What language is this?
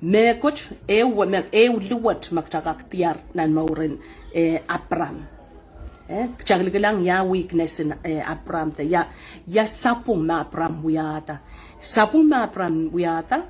Pohnpeian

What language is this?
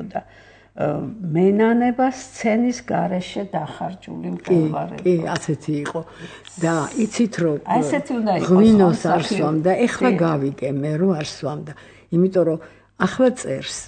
Georgian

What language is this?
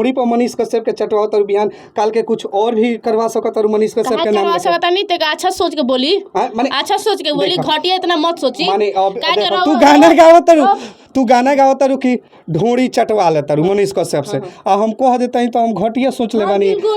Bhojpuri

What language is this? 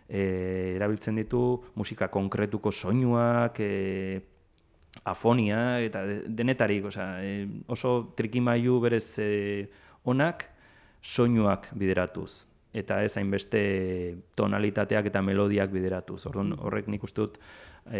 Basque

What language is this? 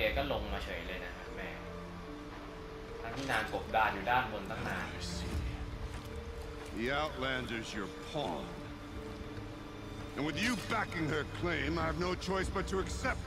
Thai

